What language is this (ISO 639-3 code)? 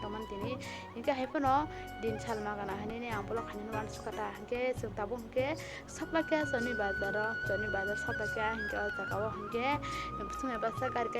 trp